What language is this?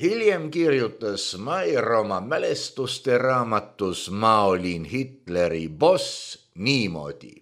Estonian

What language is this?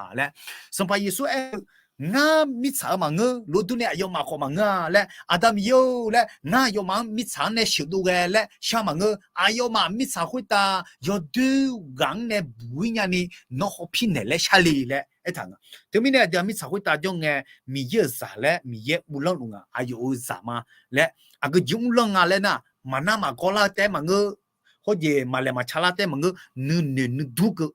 Akha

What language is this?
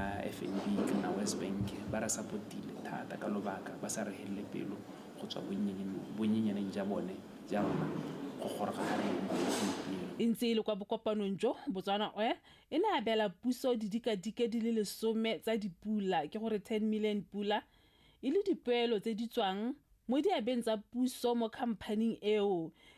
Tswana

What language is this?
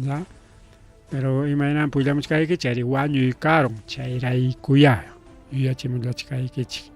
Ayacucho Quechua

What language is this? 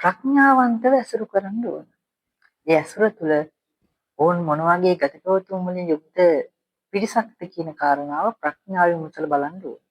Sinhala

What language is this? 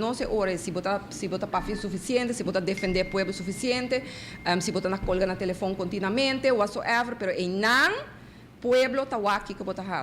Papiamento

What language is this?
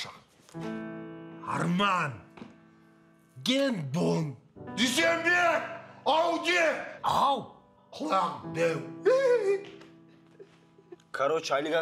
Kazakh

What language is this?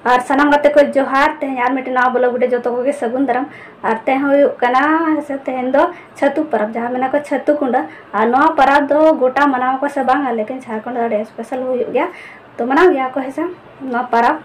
Santali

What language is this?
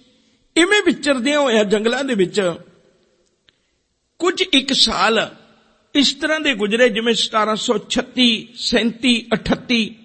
Punjabi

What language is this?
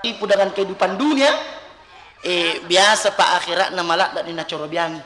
Buginese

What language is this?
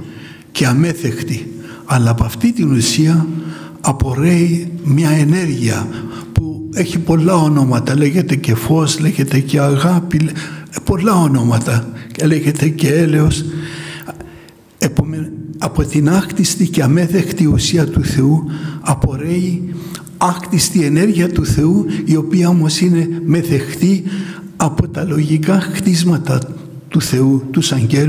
Greek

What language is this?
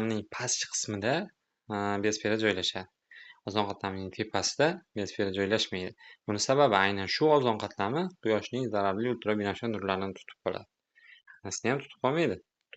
Uzbek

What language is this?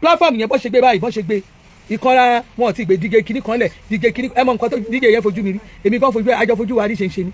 Yoruba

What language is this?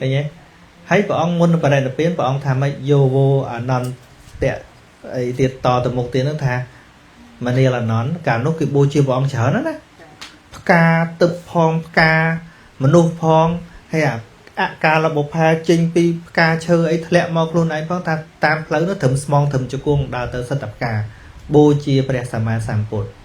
Khmer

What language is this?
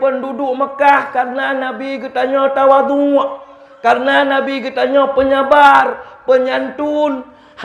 Achinese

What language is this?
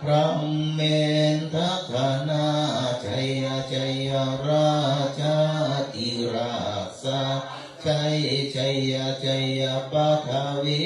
Pali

